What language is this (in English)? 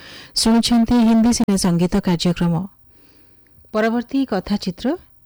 Odia